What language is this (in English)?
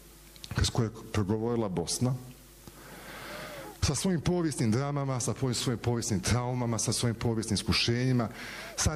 Bosnian